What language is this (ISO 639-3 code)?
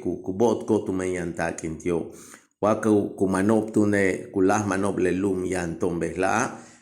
yua